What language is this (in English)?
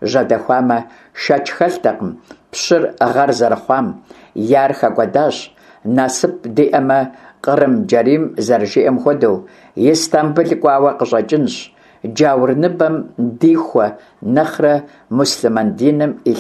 Kabardian